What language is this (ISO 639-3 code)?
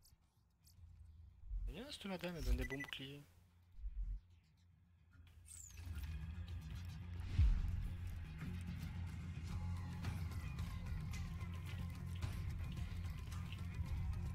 fra